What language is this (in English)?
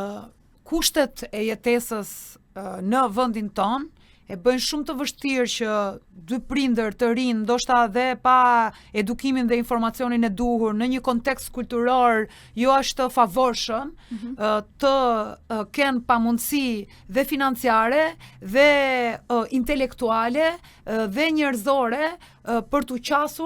Albanian